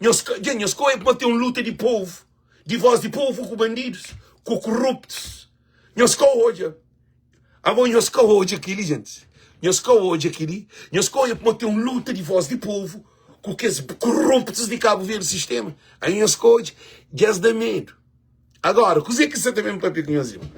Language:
Kabuverdianu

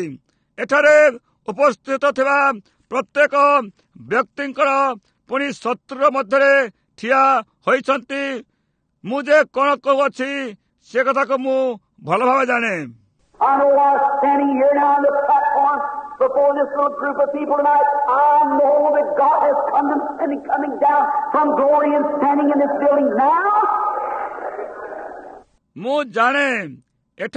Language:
Odia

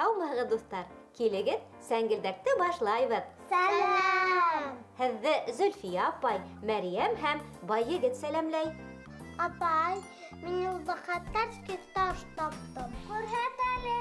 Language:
Bashkir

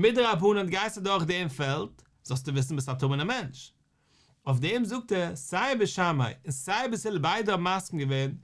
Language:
Yiddish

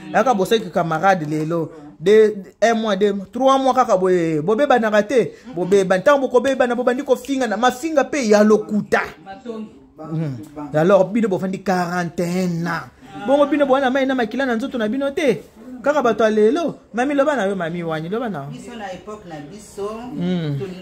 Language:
Lingala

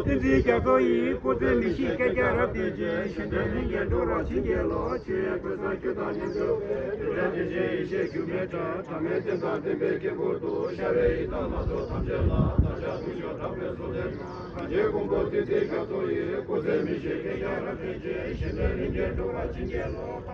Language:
Tibetan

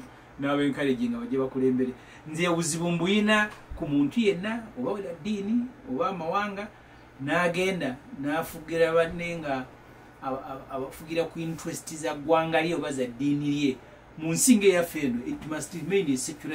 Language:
Ganda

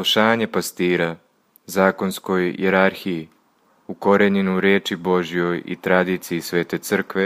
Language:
Serbian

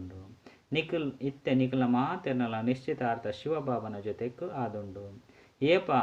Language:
Tulu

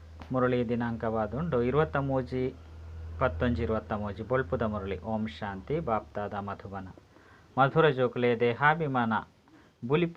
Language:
Tulu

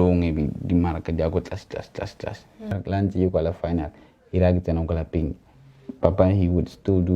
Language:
Tswana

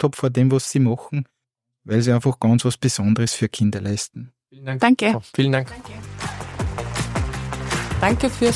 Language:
German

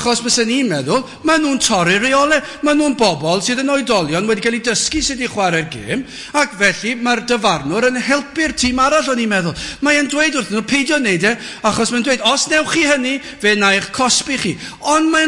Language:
Welsh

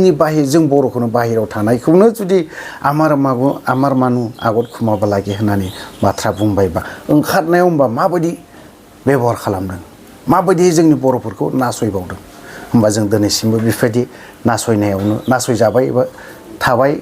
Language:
Bodo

